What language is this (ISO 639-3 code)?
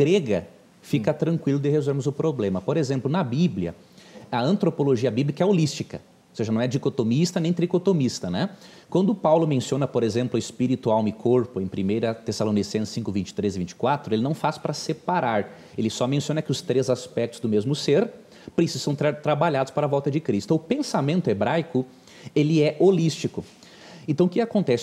por